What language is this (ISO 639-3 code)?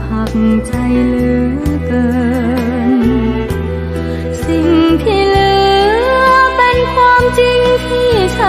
tha